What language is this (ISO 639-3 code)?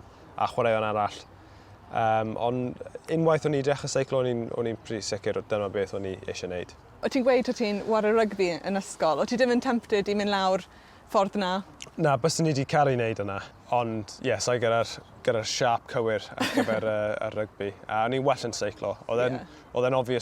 cym